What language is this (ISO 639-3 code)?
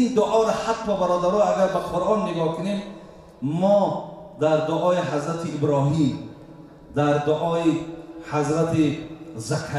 tgk